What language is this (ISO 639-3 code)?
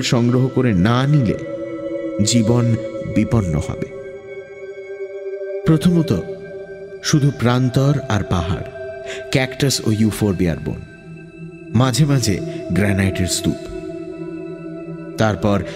ben